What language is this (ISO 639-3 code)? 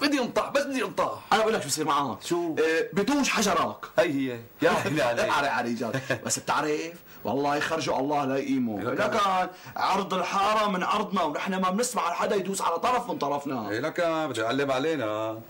apc